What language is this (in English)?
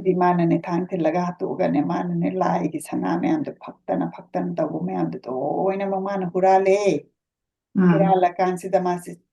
Manipuri